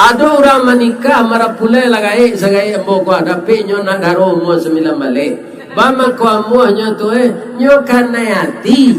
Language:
Minangkabau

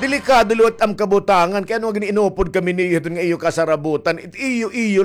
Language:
Waray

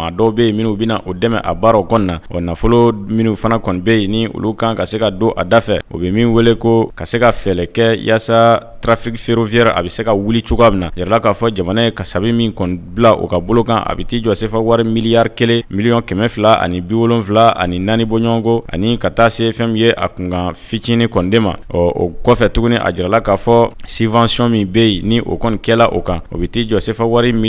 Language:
Bambara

